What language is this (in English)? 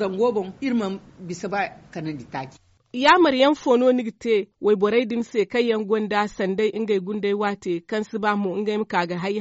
Zarma